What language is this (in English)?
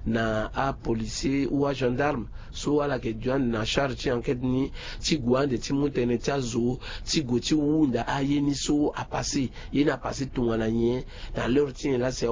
Sango